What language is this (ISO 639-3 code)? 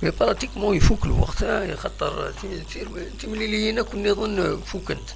kab